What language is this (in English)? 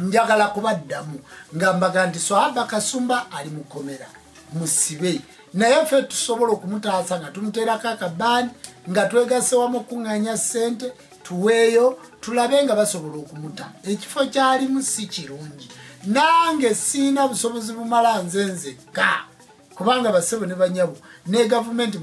Ganda